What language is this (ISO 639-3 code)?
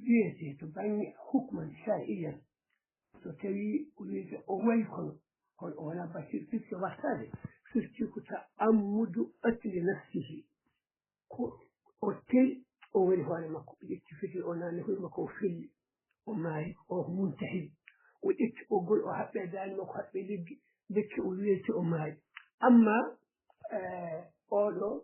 ful